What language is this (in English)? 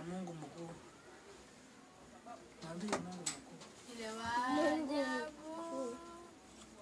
Swahili